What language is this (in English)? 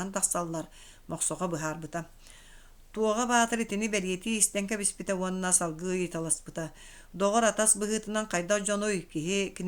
Yakut